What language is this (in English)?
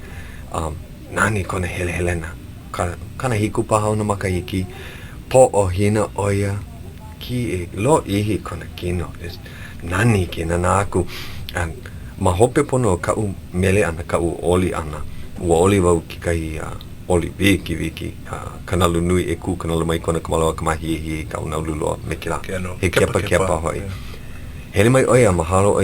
Hawaiian